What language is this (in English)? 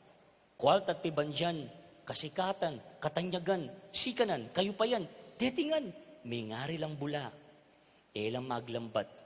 Pampanga